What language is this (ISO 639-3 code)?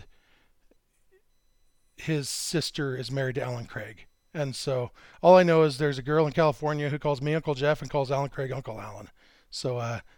eng